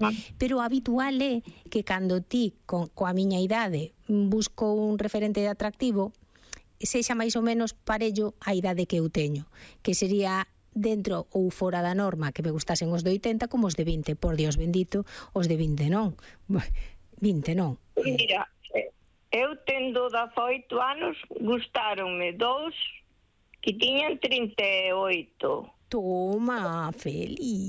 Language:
Galician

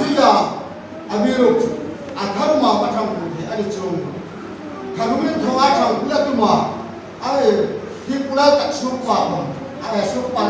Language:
Hmar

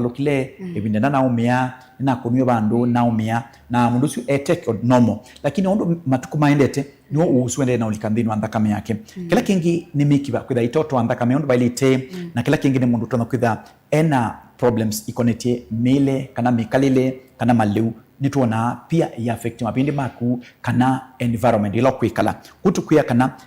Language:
Kamba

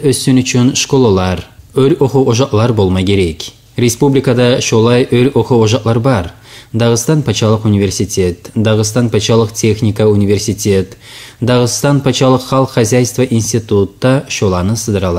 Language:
Kumyk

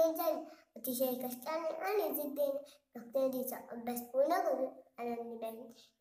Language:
Marathi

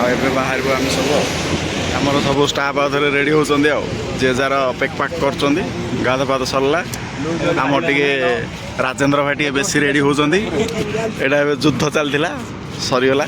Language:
Odia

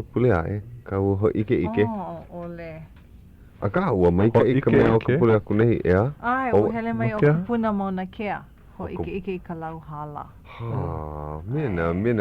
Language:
Hawaiian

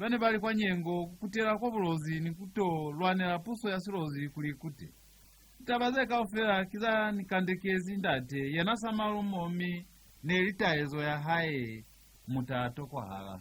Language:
Lozi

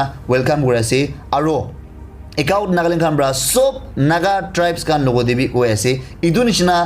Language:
Naga Pidgin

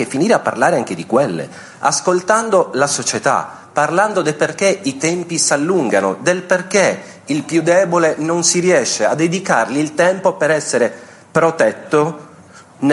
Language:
Italian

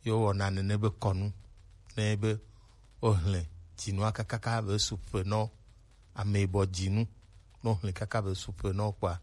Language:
Gen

